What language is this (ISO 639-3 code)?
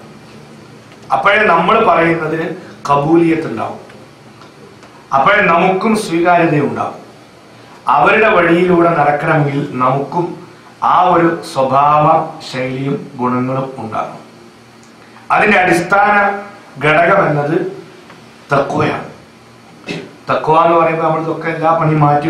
mal